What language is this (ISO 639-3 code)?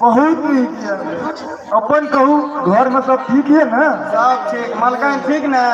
mai